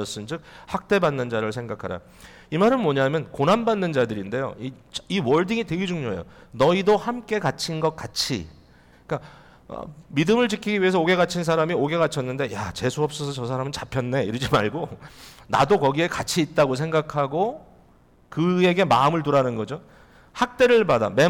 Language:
Korean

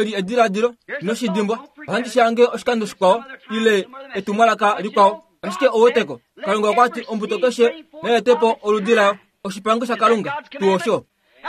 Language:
Kuanyama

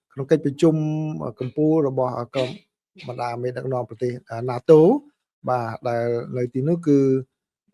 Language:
Khmer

